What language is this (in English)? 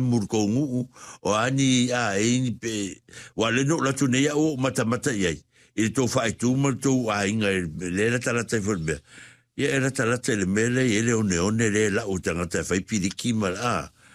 Samoan